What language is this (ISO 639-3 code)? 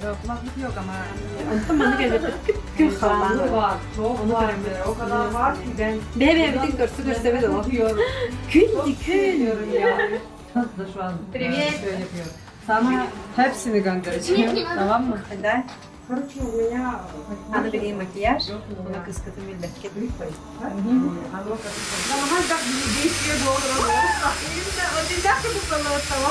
sah